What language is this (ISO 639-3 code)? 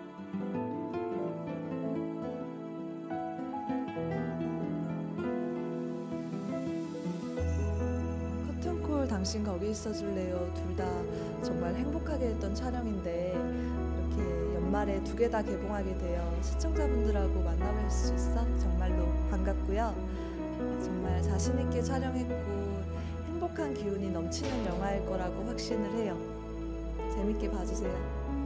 kor